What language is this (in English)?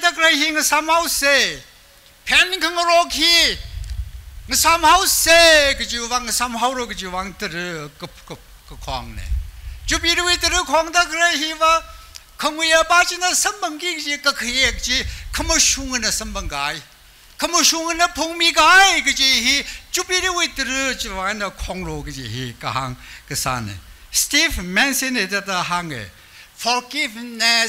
Tangkhul Naga (India)